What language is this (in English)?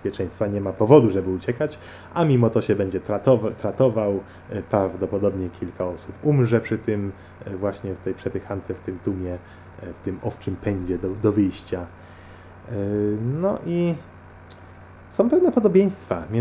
Polish